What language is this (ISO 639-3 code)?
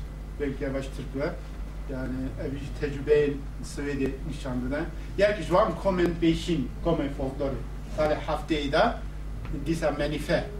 kur